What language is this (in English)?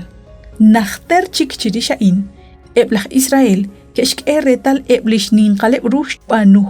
Kekchí